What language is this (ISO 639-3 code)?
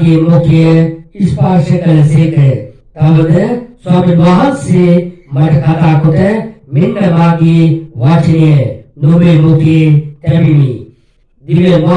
sin